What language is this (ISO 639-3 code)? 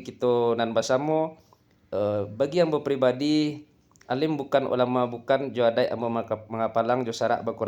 min